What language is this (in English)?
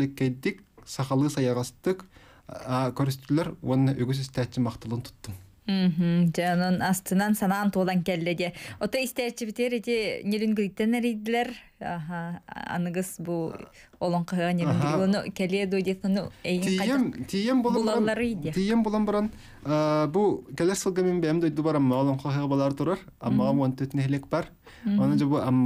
Yakut